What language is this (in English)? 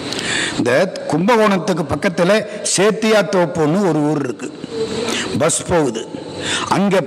Tamil